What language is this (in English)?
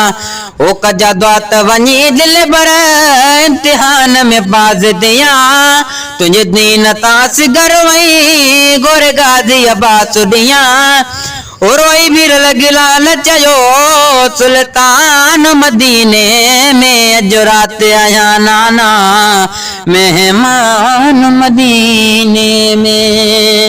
Sindhi